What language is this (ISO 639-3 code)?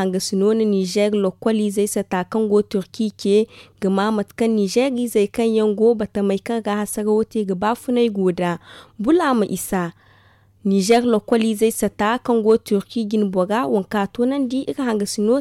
dje